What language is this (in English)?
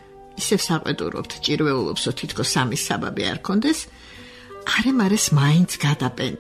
Georgian